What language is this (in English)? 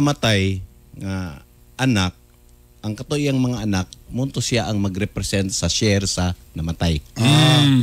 Cebuano